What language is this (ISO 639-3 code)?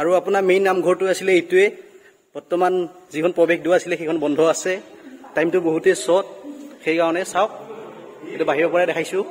asm